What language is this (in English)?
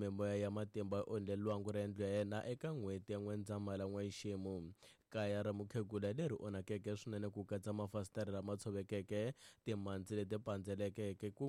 Tsonga